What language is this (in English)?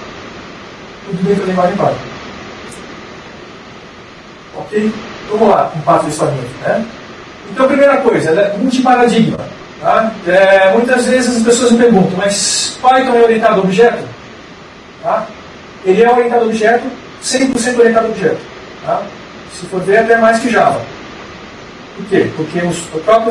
Portuguese